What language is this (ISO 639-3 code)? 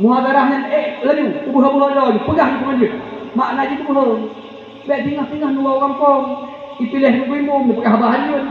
ace